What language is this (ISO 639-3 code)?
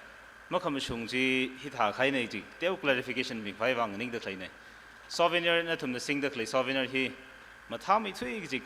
nmf